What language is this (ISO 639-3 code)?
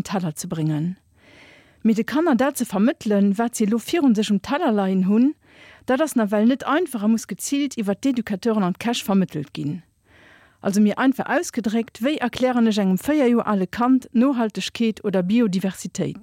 ltz